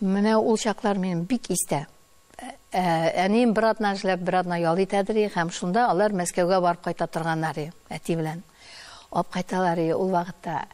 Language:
Tatar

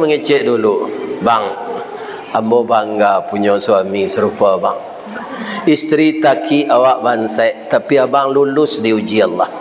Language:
Minangkabau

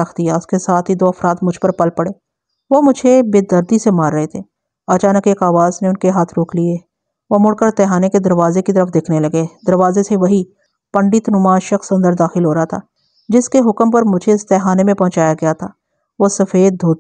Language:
Urdu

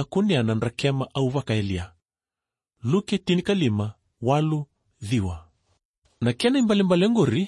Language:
Fijian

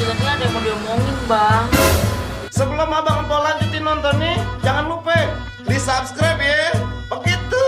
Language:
Betawi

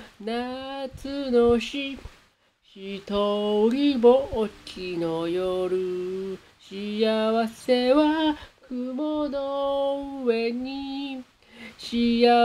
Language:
Japanese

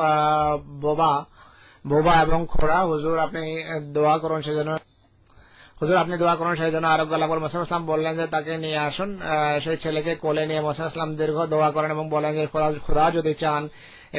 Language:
Bangla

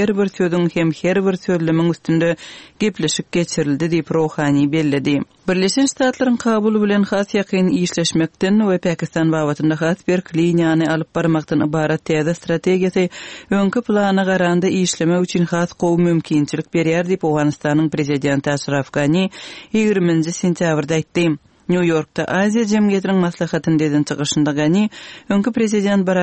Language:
Turkmen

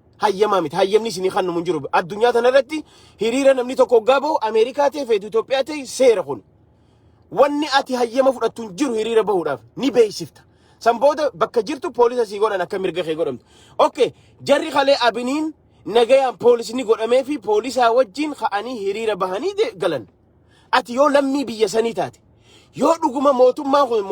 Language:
Oromo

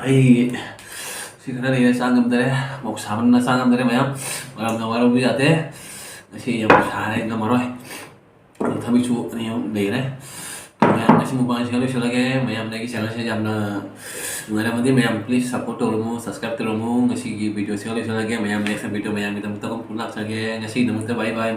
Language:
Manipuri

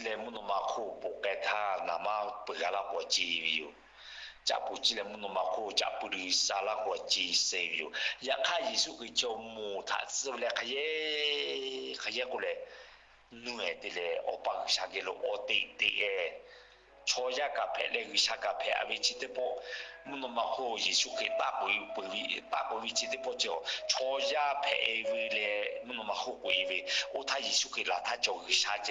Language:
Lahu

